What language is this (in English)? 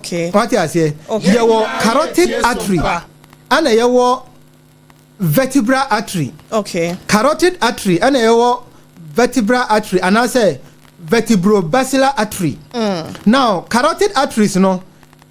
Akan